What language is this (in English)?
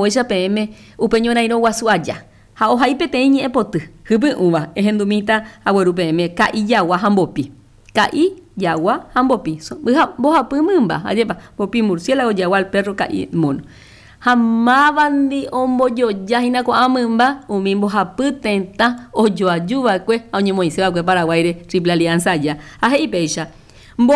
Guarani